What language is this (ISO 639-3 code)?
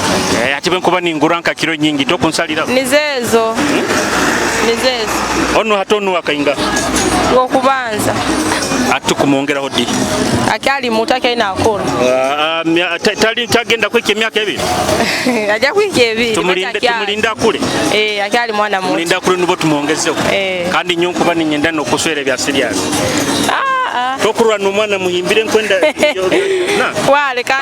nyo